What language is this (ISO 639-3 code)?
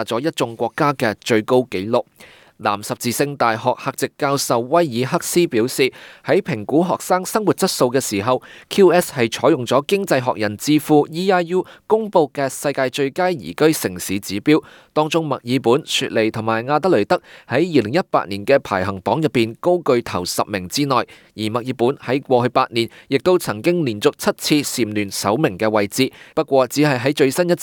yue